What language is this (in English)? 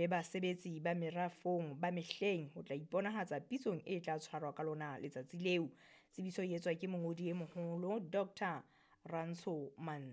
Southern Sotho